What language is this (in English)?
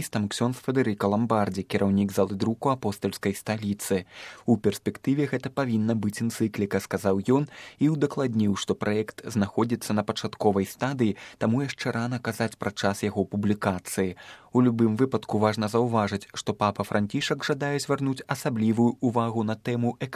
Belarusian